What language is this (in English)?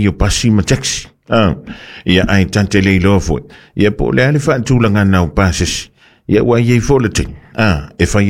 Samoan